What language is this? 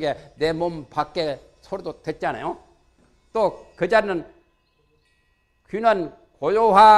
Korean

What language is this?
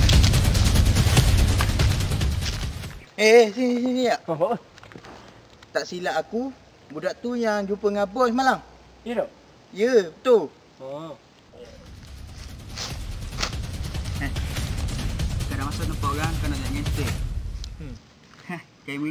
Malay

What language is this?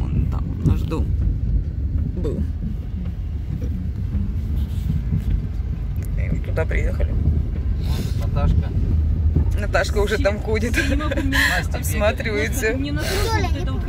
Russian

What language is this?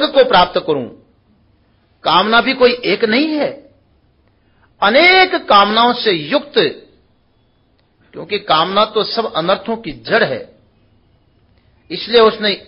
Hindi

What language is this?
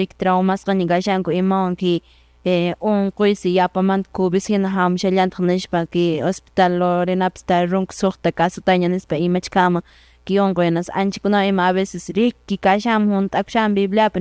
Quechua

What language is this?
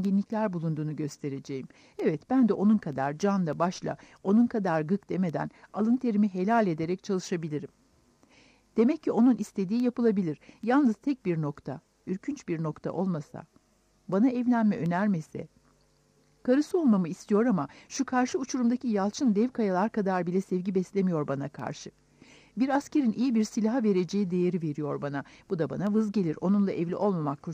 Turkish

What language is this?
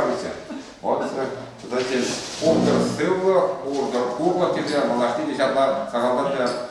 Chuvash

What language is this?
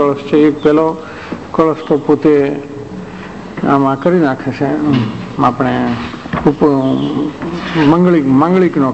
Gujarati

